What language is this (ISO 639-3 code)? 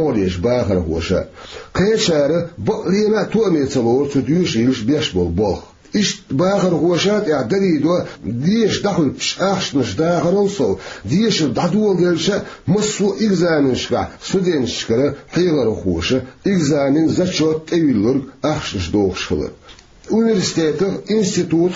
che